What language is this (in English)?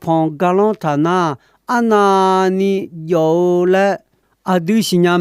Akha